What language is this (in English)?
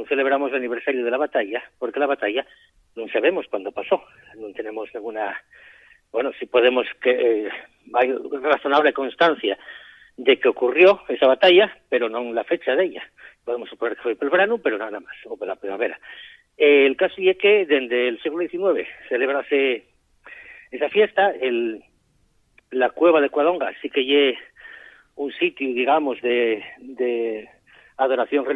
Asturian